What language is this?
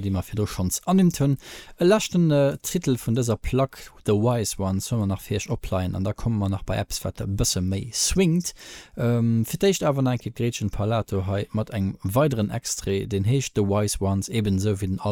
Luxembourgish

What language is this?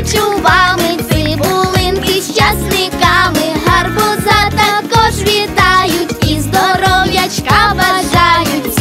Ukrainian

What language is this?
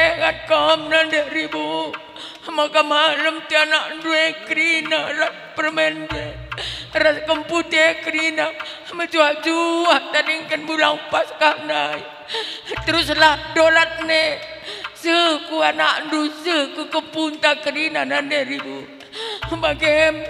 Batak Karo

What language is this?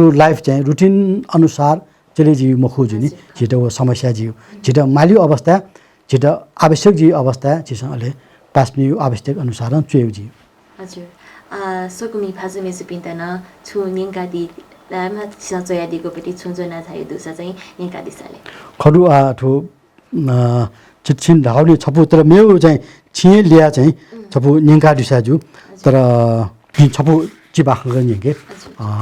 Newari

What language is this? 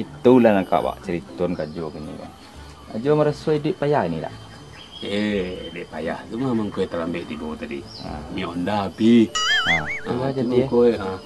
Minangkabau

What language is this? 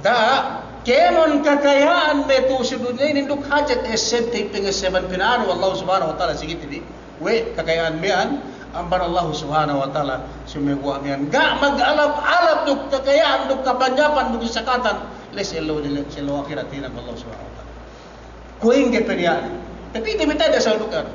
Yakan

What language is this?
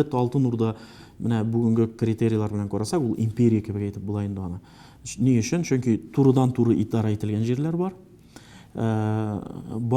Tatar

